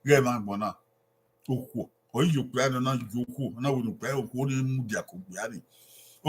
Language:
Bini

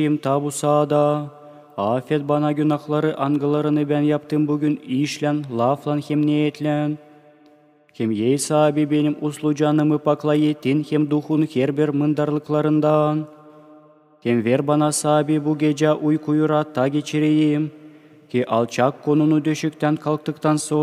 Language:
Gagauz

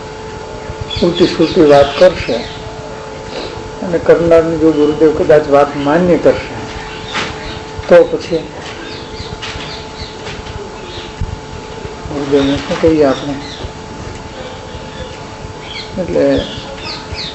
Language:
Gujarati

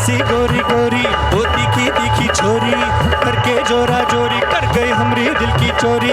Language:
Konkani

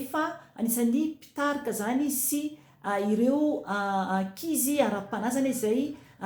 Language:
Malagasy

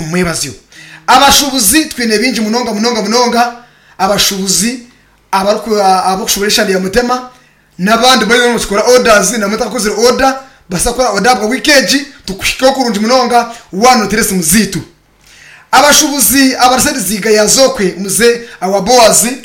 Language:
Nyankole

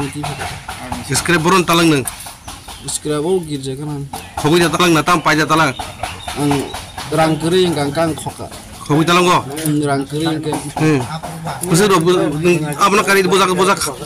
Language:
Riang (India)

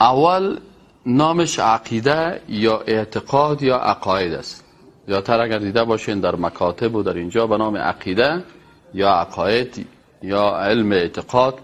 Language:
Persian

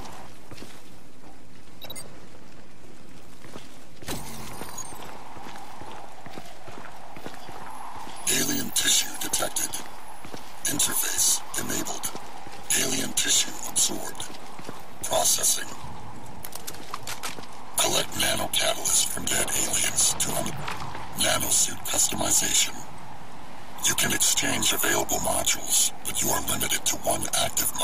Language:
English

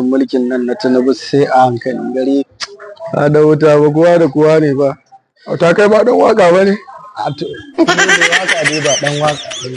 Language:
Hausa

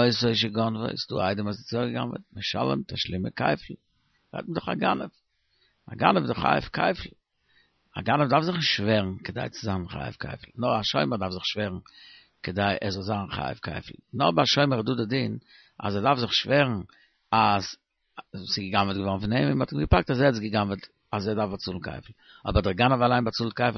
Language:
Yiddish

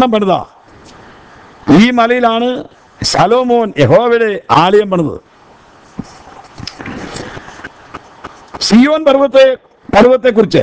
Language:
Malayalam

